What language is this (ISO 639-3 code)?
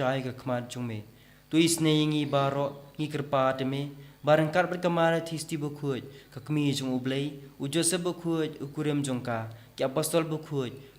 kha